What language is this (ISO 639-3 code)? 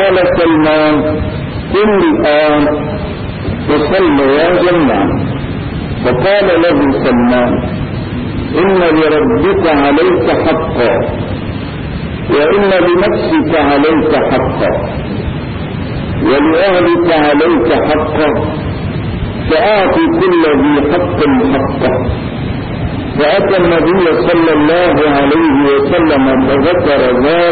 ara